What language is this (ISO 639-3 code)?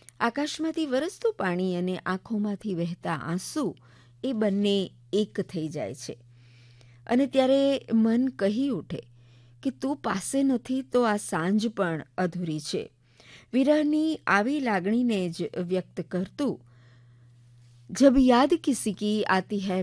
guj